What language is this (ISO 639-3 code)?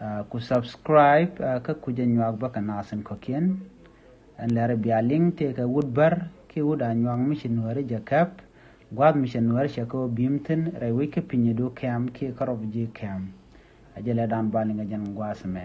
nus